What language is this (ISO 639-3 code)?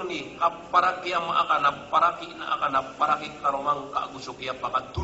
mrw